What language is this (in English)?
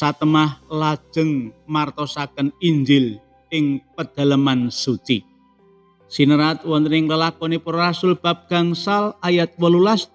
Javanese